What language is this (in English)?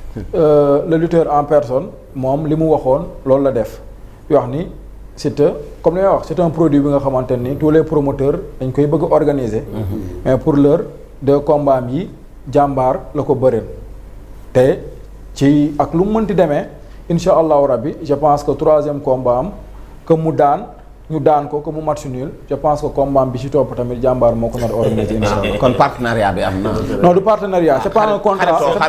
Wolof